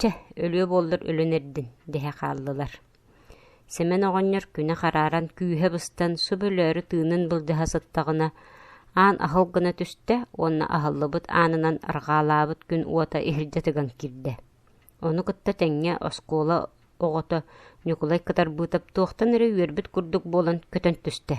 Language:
Yakut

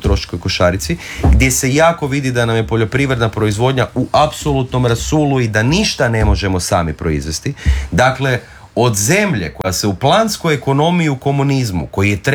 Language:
Croatian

